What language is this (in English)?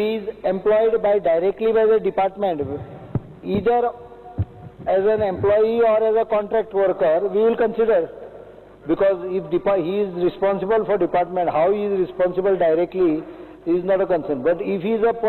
Konkani